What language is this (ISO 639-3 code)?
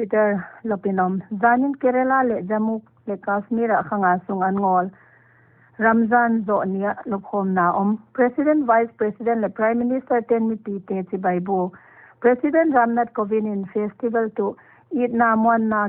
pck